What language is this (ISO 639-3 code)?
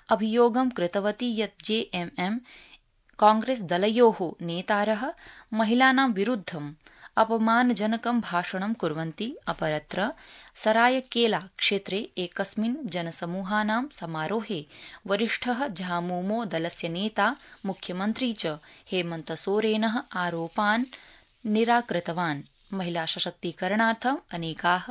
san